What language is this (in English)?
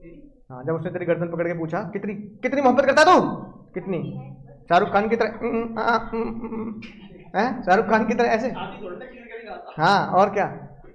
Hindi